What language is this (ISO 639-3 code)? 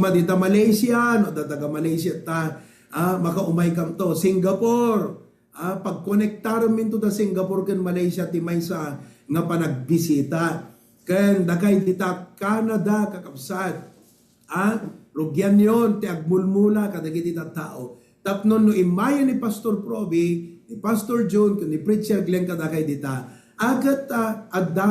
ilo